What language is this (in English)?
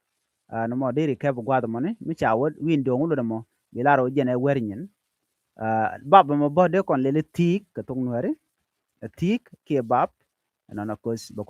Nuer